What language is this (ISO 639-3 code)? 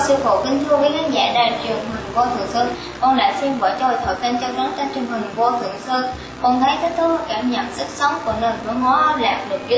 vie